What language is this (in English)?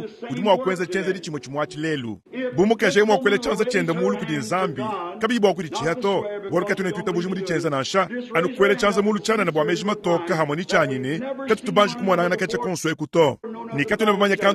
Luba-Lulua